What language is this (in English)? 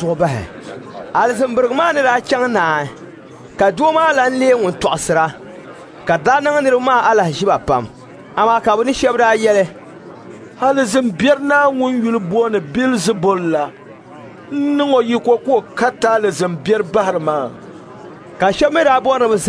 Dagbani